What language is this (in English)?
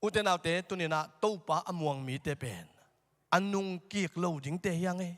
Tedim Chin